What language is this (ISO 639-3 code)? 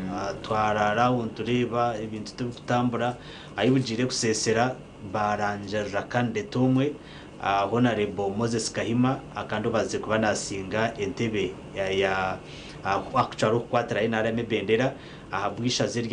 nyn